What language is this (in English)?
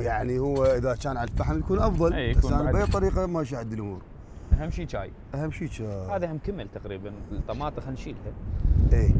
Mesopotamian Arabic